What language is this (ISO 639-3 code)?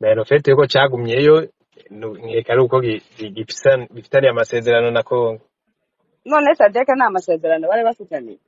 run